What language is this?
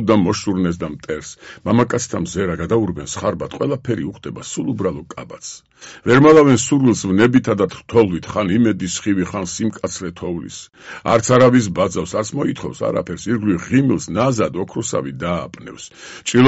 Georgian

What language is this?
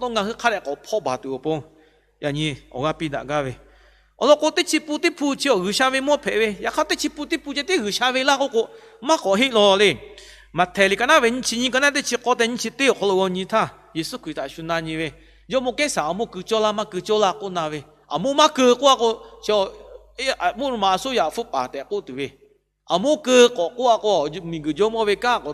Lahu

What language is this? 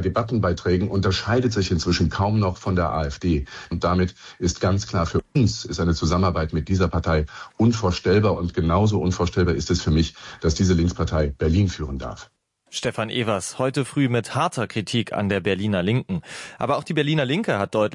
German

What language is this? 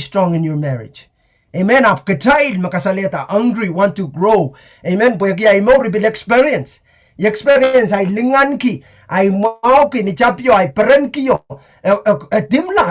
Pohnpeian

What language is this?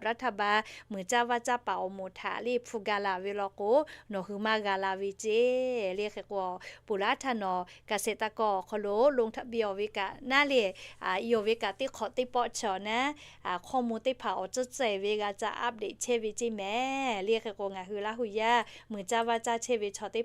Lahu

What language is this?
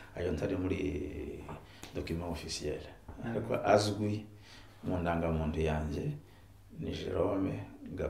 Kinyarwanda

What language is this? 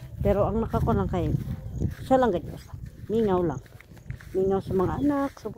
Cebuano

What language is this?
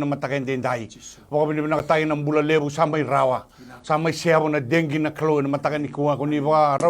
Fijian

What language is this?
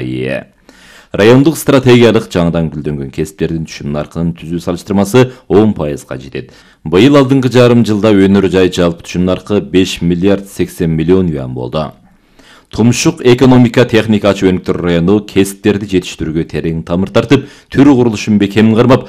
Kyrgyz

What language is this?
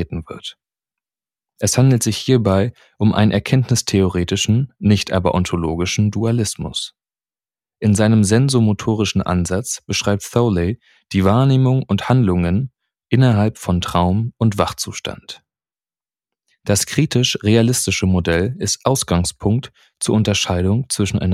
German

